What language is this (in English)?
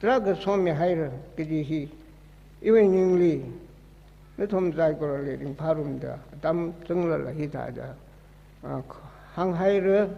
Tangkhul Naga (India)